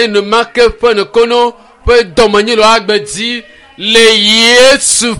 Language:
Ewe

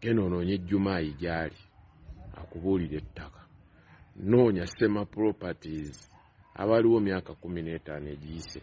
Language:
Ganda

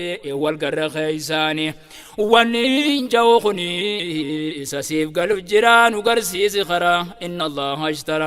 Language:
Oromo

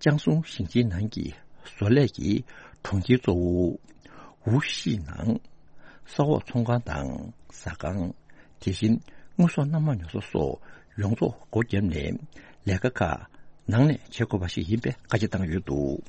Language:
Tibetan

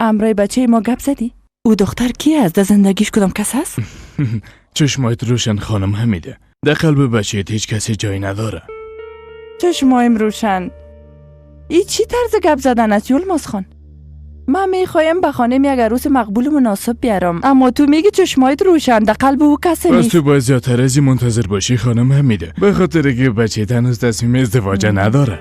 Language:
Persian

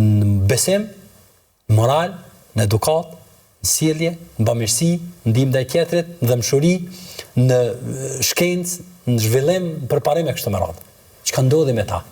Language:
Albanian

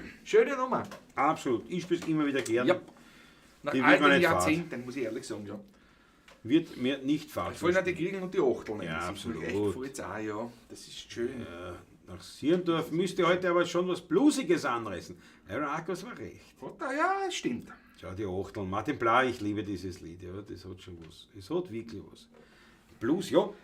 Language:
Bavarian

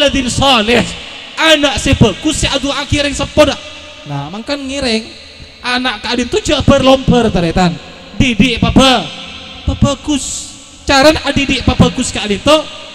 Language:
Madurese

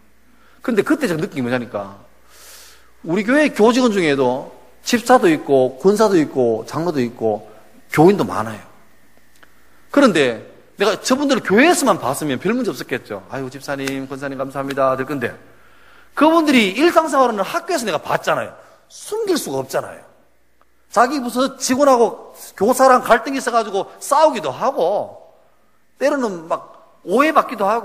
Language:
Korean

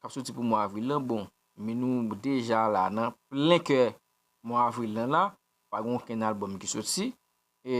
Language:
Haitian Creole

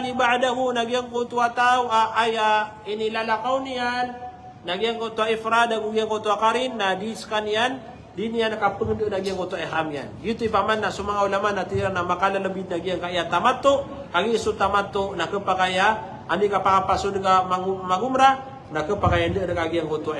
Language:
Maranao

